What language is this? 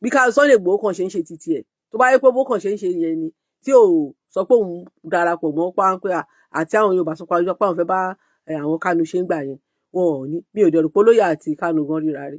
Yoruba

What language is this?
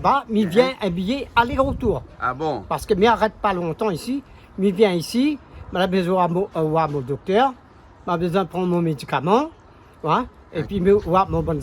Réunion Creole French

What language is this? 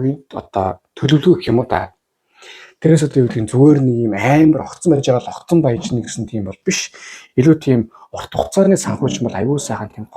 Mongolian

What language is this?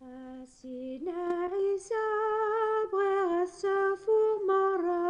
Kabyle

